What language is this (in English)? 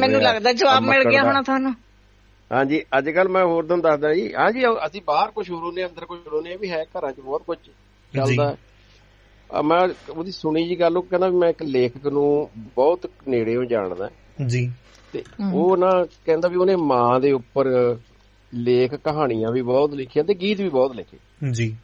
Punjabi